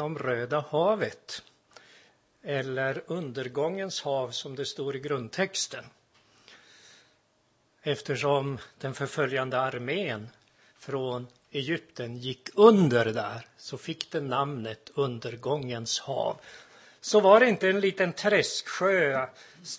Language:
Swedish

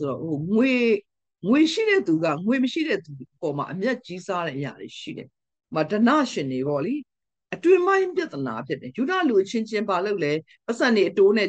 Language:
Burmese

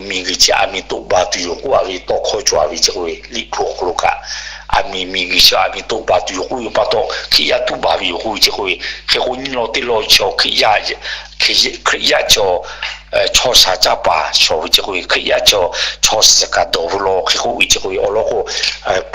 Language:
Lahu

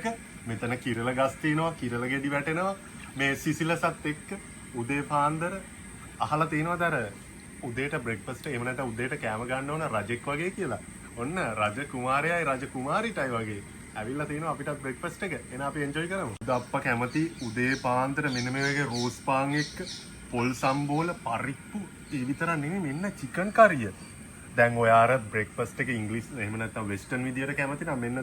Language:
Sinhala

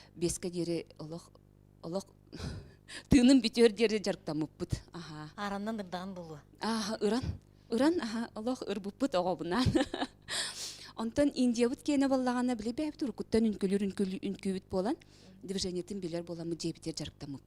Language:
Yakut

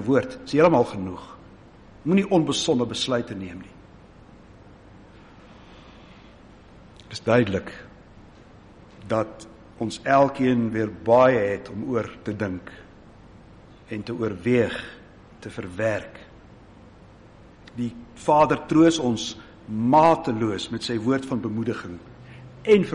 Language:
Afrikaans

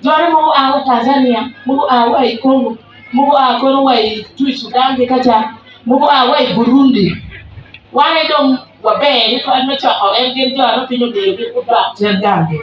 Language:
Acoli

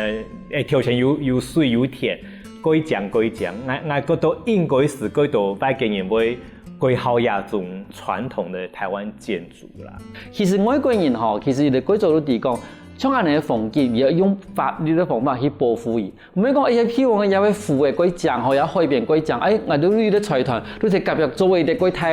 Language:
Hakka Chinese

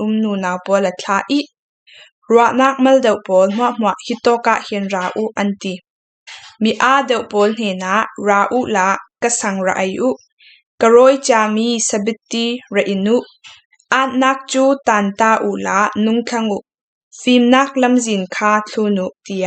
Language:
Falam Chin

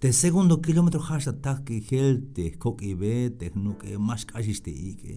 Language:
Tzeltal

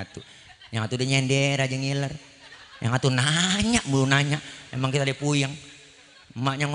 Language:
Betawi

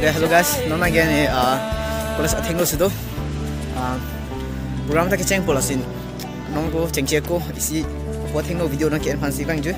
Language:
Karbi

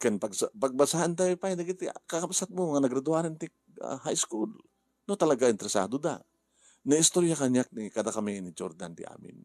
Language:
Iloko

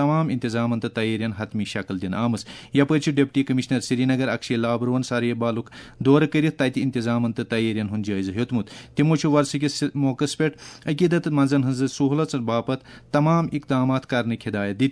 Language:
Kashmiri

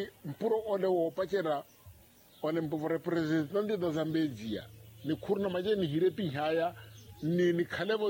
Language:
Makhuwa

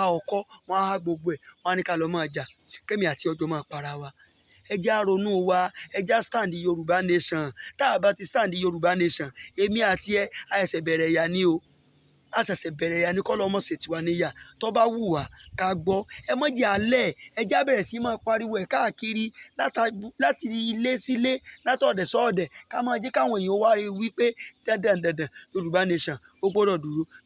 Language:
Yoruba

